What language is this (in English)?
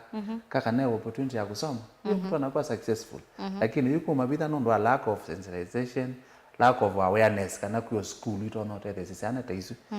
Kamba